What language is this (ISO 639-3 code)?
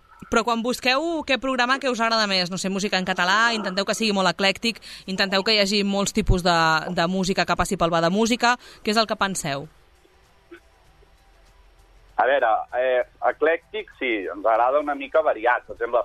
cat